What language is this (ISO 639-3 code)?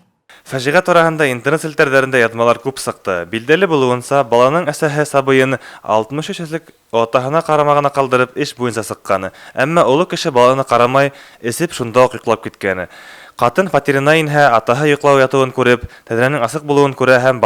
bak